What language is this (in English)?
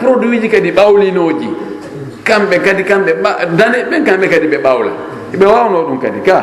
Fula